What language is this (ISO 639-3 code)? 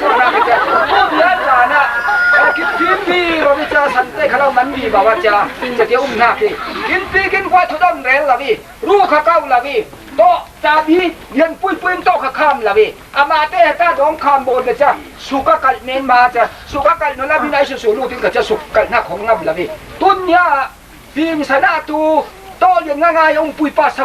cfm